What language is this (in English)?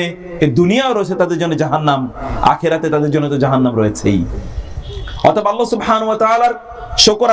Bangla